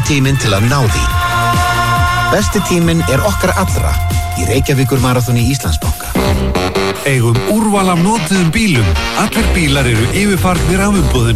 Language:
Icelandic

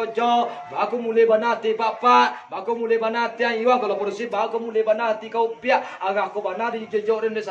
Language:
Minangkabau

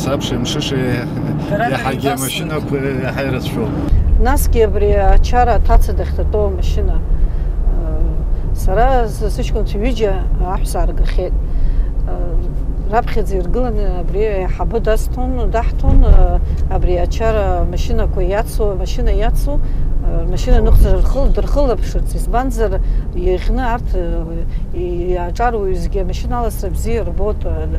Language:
Abkhazian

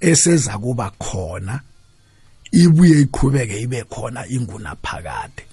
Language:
South Ndebele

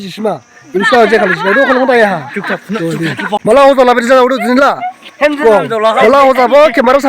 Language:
Dimasa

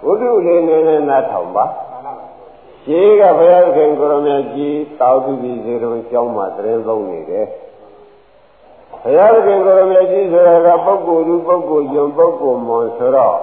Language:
Burmese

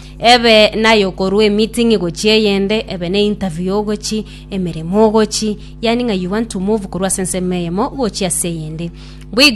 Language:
Gusii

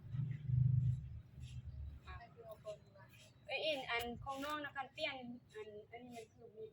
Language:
Lao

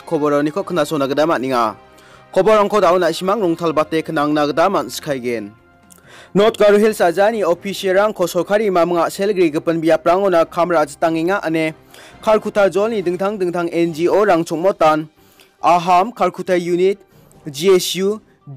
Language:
Garo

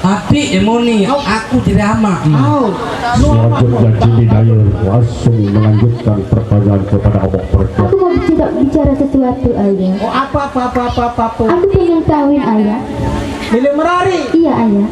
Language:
Sasak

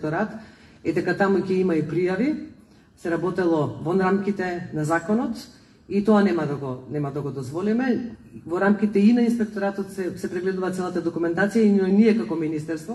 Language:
Macedonian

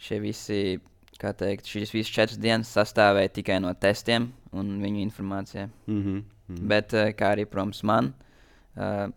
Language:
Latvian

